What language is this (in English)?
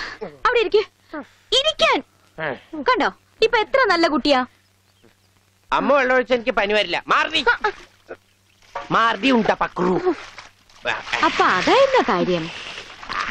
Malayalam